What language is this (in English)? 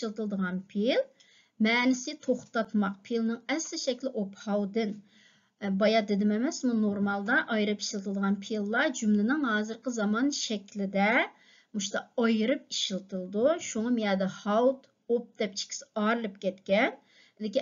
Uyghur